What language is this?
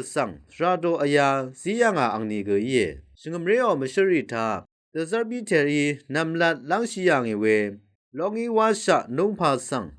Rawang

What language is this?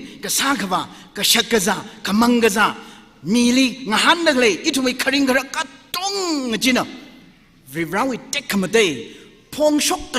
Tangkhul Naga (India)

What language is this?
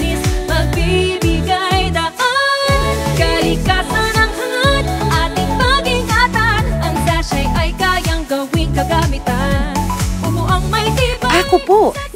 Pampanga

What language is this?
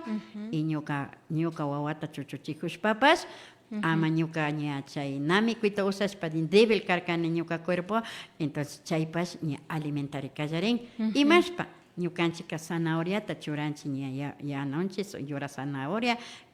Imbabura Highland Quichua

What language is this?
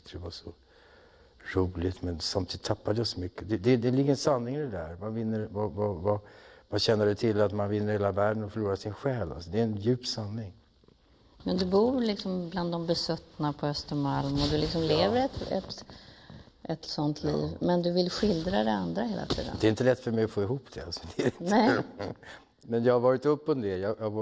Swedish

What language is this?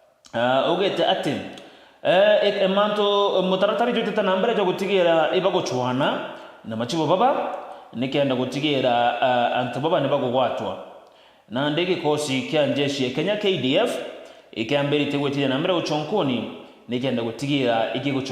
Meru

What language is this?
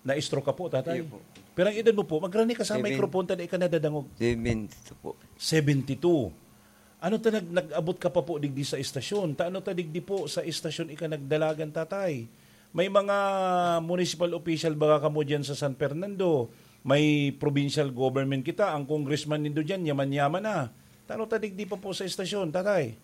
Bikol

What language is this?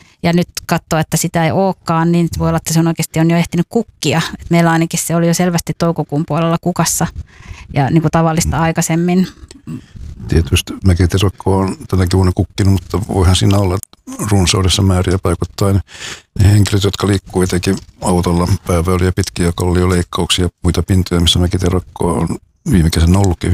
Finnish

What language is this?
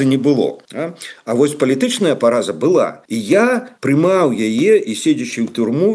Belarusian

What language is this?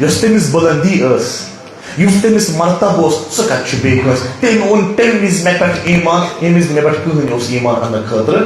Kashmiri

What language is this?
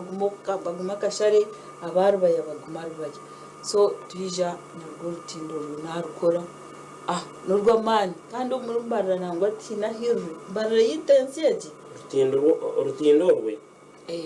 Nyankole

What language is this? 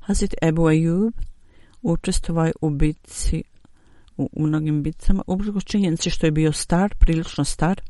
Bosnian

